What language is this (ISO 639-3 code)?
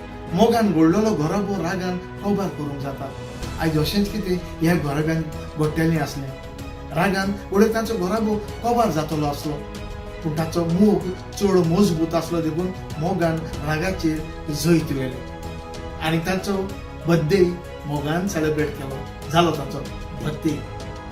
kok